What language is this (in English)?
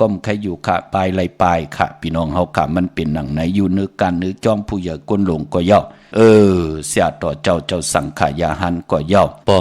Shan